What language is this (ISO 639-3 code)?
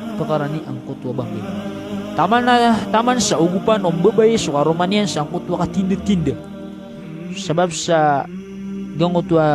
mrw